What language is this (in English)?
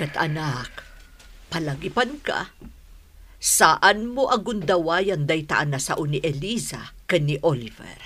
Iloko